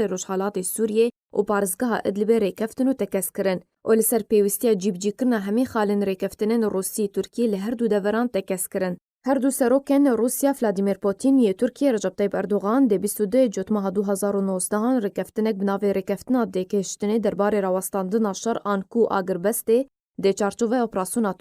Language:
Kurdish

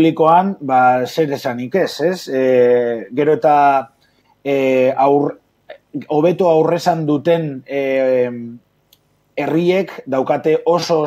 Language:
Basque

